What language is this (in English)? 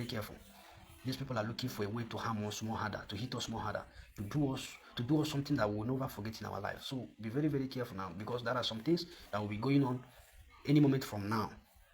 Nigerian Pidgin